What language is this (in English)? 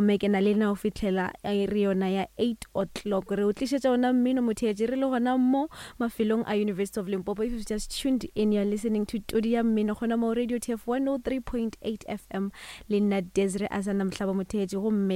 Northern Sotho